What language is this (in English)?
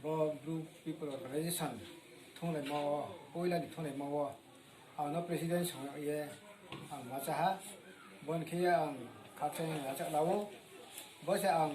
Riang (India)